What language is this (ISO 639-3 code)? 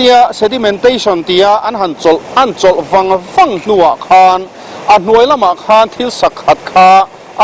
lus